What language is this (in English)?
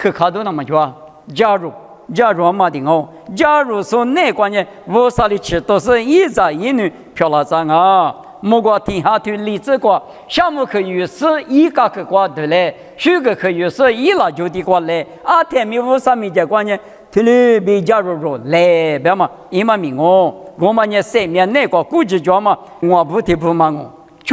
Lisu